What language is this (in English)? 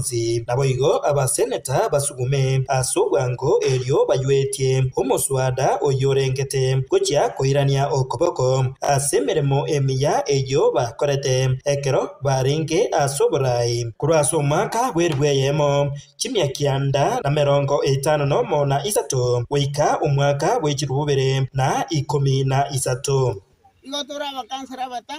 Gusii